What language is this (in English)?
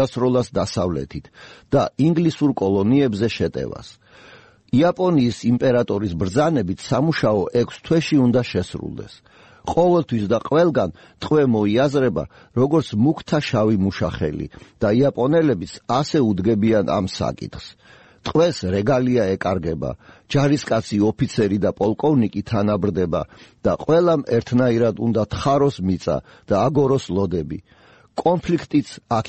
Georgian